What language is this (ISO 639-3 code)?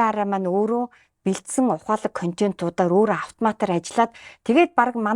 mon